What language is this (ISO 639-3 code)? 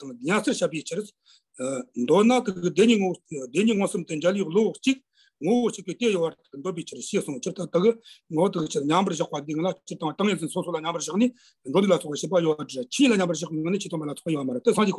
bod